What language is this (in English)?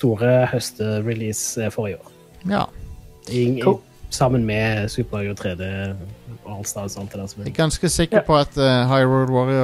Norwegian